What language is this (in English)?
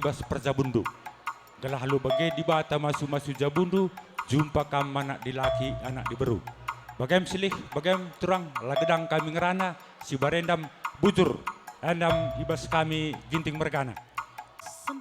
Batak Karo